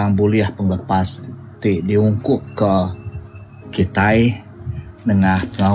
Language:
Iban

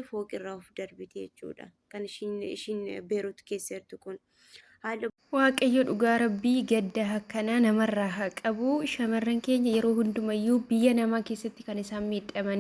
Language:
Oromo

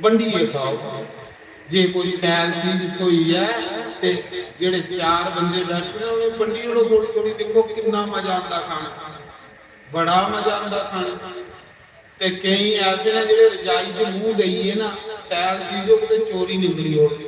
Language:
Dogri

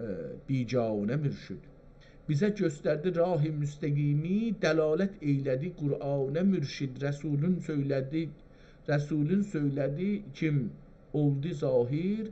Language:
South Azerbaijani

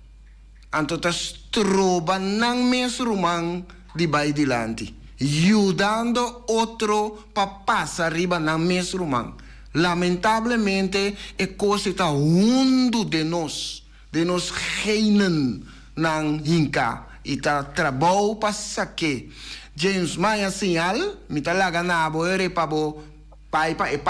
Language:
Papiamento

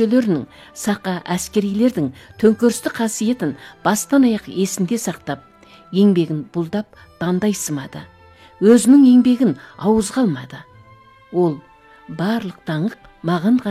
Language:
Kazakh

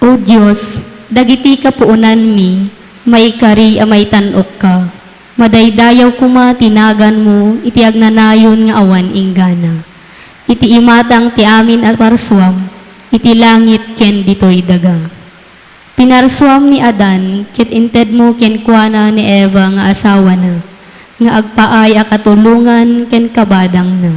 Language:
Iloko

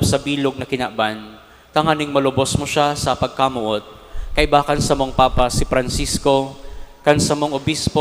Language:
Bikol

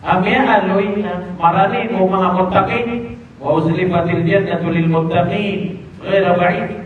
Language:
Maranao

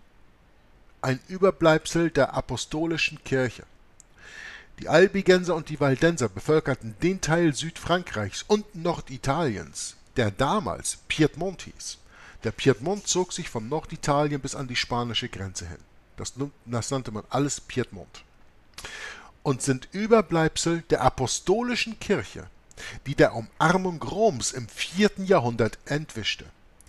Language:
German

